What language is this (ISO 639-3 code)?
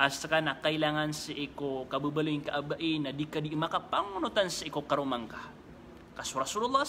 mrw